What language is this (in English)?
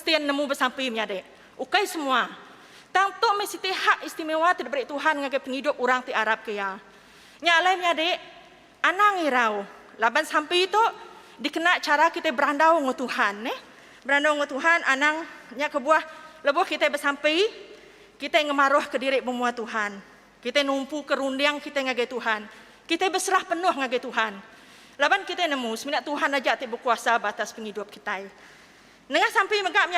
Iban